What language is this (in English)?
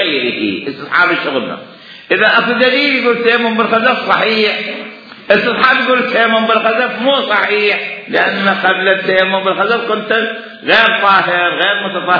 Mesopotamian Arabic